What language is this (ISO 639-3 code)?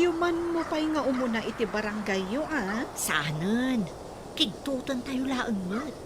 ilo